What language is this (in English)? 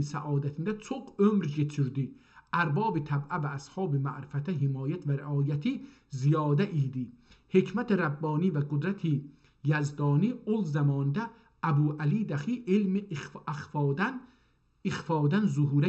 South Azerbaijani